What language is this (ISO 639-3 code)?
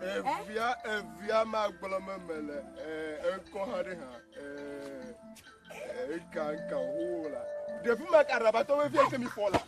ewe